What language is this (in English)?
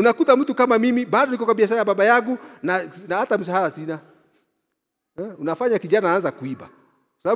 Swahili